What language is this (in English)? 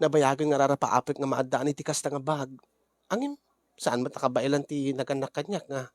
Iloko